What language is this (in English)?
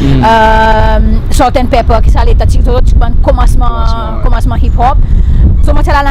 Seselwa Creole French